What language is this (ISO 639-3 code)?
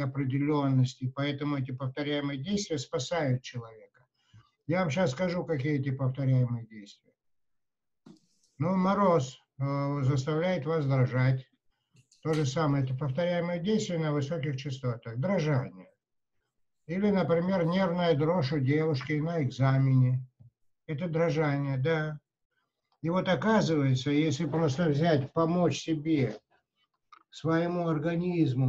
rus